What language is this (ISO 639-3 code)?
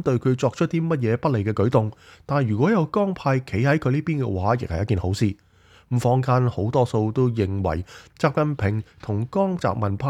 yue